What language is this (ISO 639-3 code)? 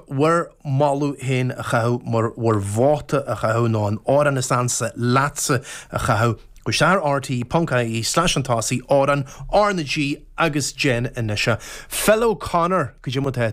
gle